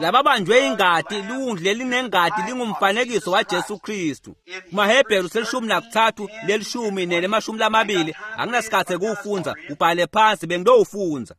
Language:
Swati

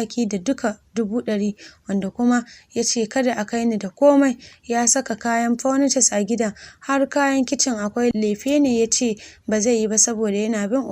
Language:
Hausa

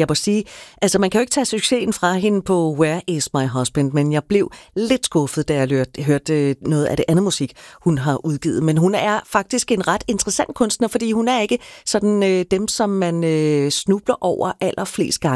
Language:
Danish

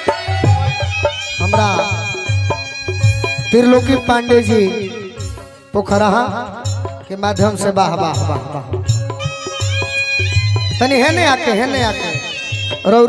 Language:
Bhojpuri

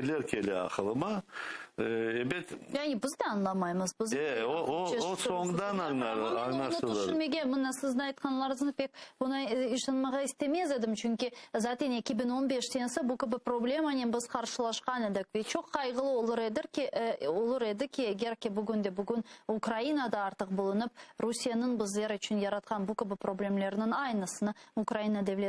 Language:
Crimean Tatar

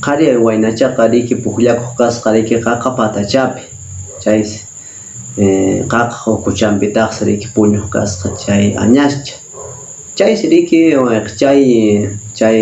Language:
Quechua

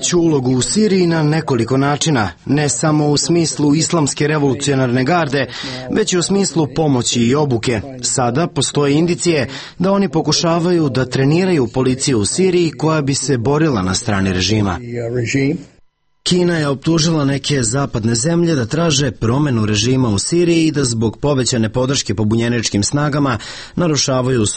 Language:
Serbian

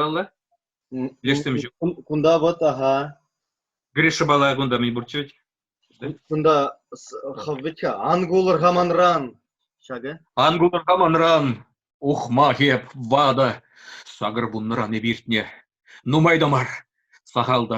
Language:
Chuvash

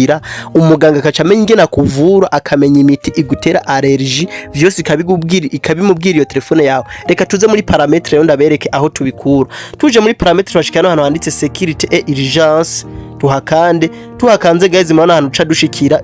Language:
Rundi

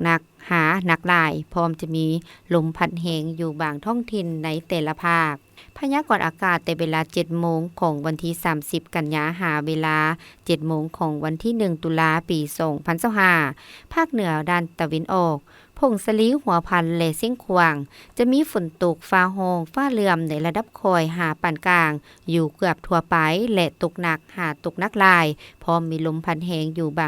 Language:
Lao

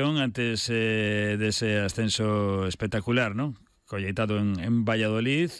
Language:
Galician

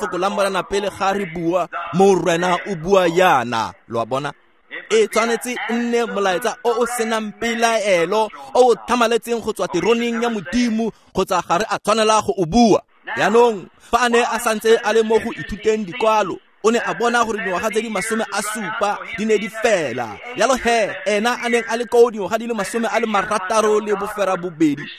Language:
Tswana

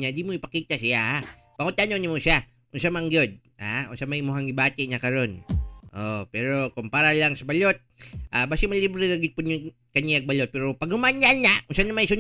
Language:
Cebuano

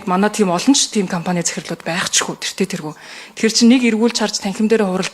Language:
Mongolian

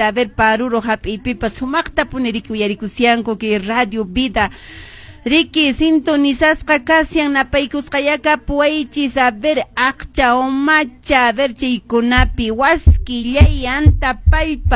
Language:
Quechua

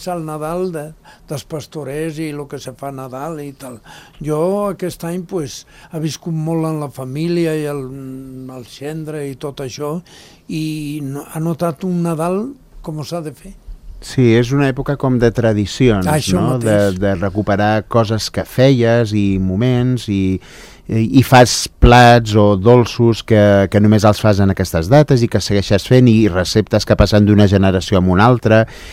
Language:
Catalan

